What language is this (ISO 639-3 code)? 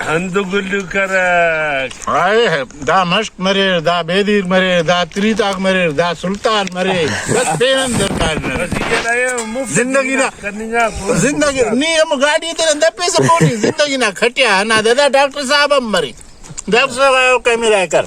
brh